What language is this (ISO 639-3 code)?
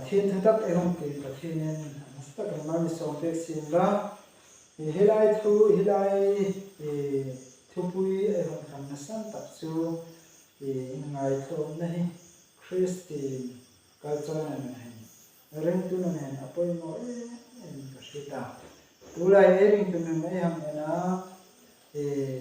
hmr